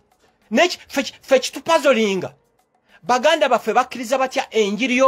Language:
Ganda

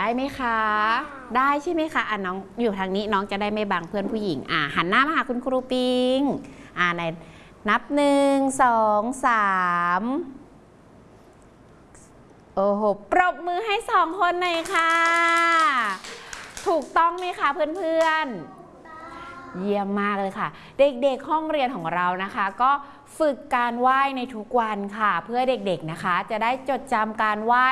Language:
Thai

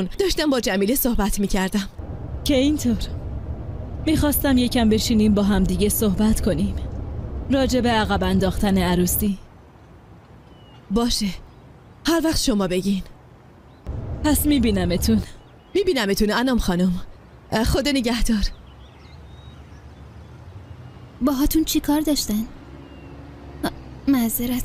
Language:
Persian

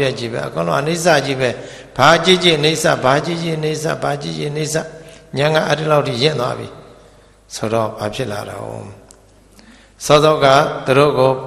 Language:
Burmese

